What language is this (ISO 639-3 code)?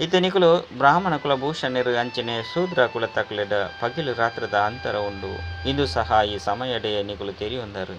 tcy